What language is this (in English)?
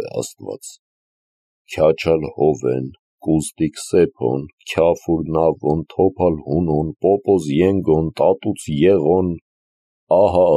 Armenian